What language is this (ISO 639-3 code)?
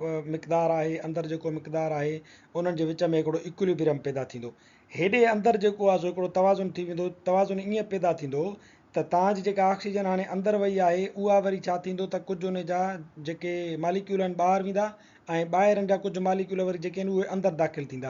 snd